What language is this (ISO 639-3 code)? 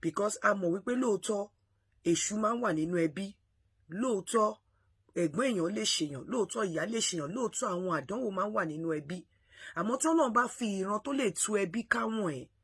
yor